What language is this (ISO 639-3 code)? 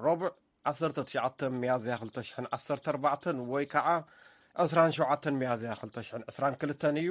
tir